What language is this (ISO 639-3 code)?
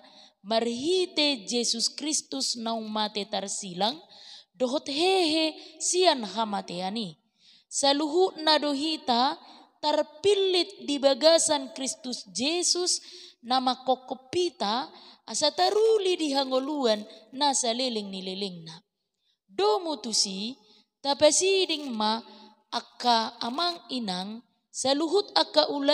bbc